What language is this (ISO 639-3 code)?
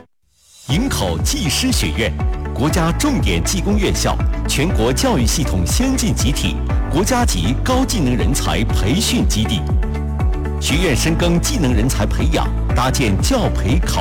zho